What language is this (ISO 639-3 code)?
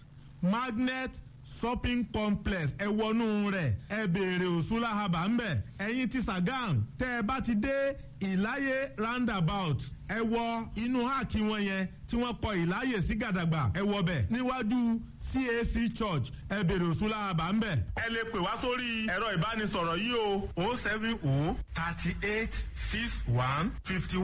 yor